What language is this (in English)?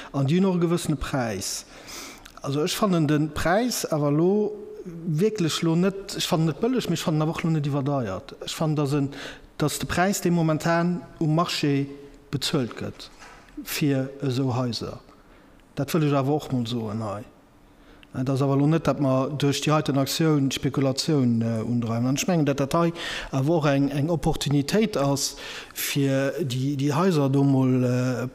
Luxembourgish